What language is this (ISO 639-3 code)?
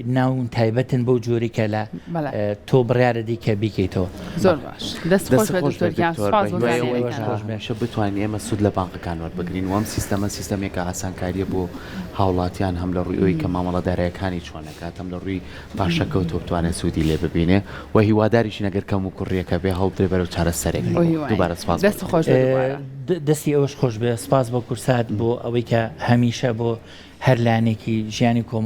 ckb